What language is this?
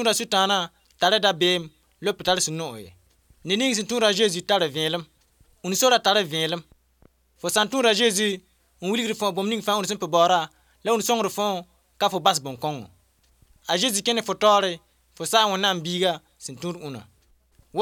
Mossi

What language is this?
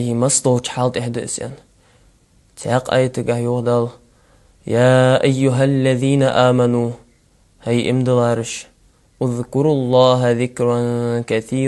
Ingush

